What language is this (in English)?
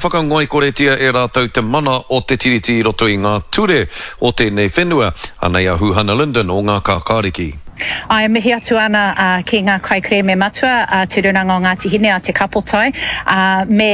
Māori